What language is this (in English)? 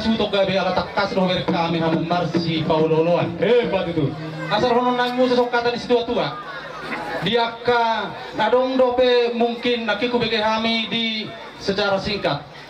Batak Toba